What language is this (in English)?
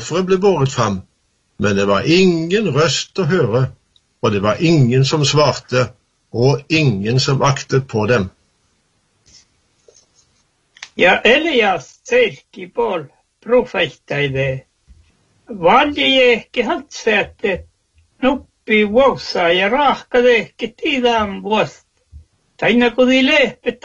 Norwegian